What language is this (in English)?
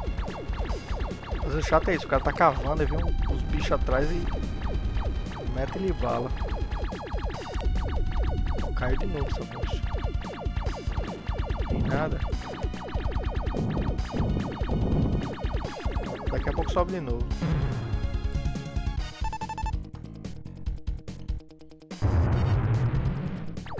Portuguese